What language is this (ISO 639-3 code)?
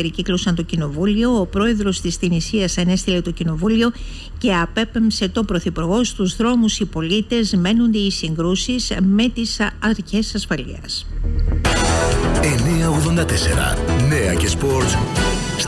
ell